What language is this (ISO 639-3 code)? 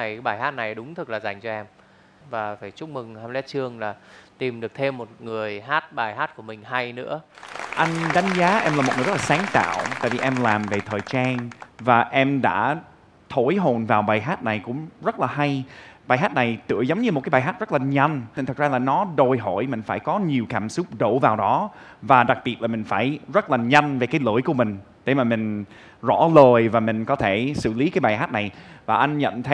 vie